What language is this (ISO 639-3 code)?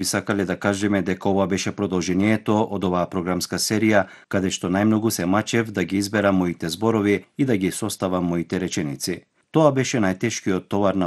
mkd